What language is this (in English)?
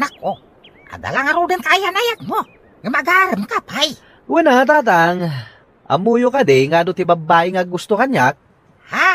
Iloko